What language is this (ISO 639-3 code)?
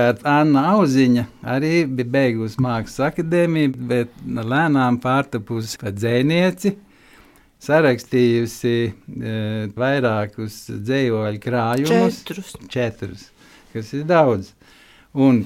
lav